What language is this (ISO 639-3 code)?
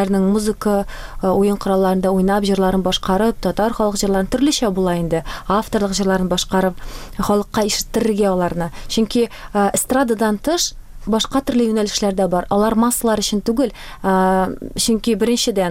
tat